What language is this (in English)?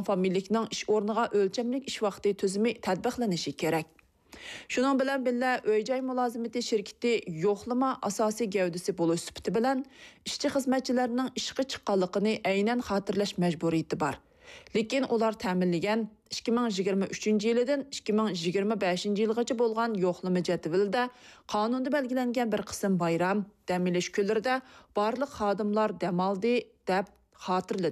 Uyghur